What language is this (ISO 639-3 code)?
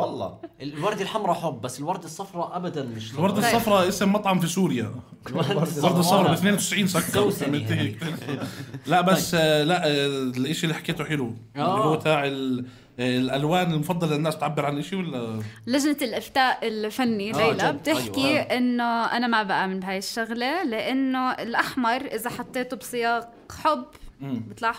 apc